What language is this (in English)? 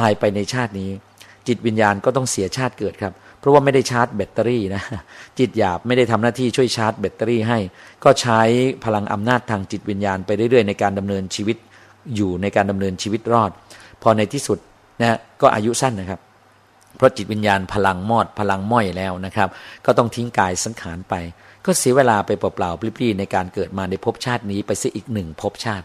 Thai